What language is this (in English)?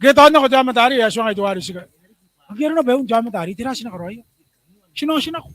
Gilbertese